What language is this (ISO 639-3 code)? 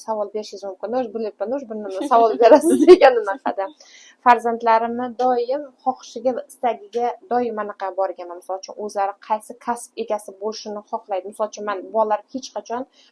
uzb